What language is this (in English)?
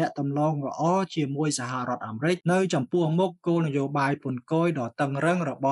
Khmer